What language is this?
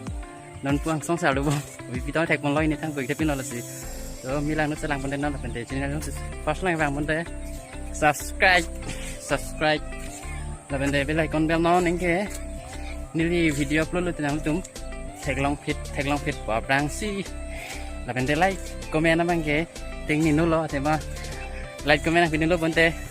Karbi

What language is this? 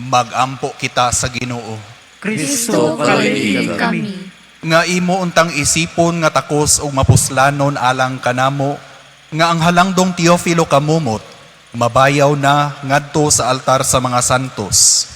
Cebuano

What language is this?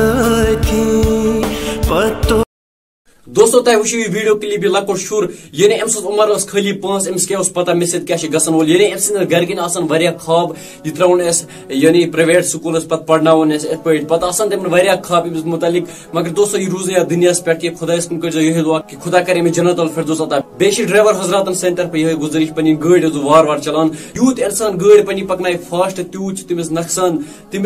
Kashmiri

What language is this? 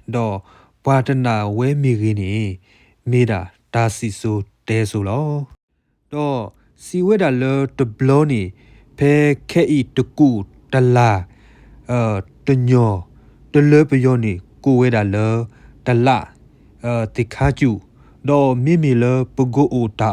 S'gaw Karen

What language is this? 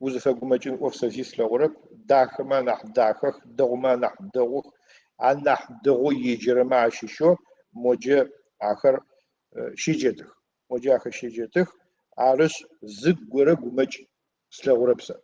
Adyghe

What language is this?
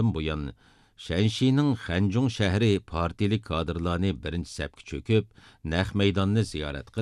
Uyghur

